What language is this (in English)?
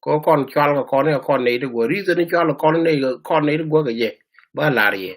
Nuer